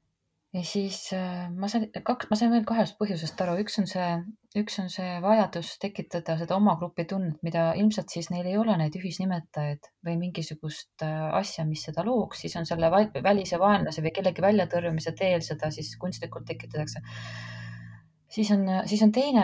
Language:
Estonian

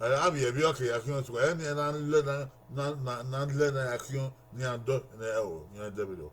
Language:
Bini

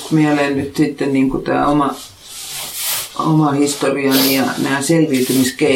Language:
Finnish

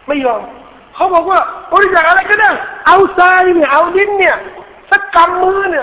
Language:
Thai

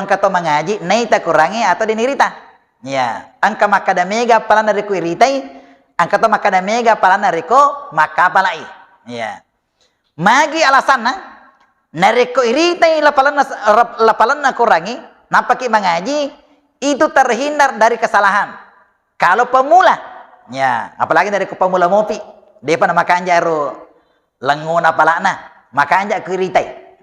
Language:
Buginese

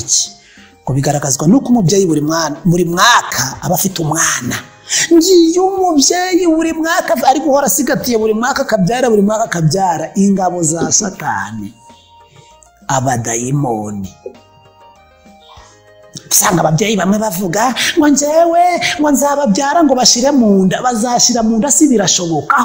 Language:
Kinyarwanda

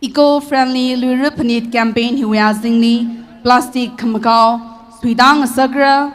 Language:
Tangkhul Naga (India)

